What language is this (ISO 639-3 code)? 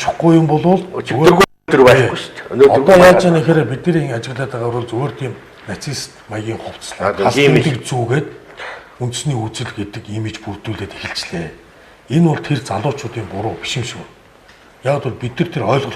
mon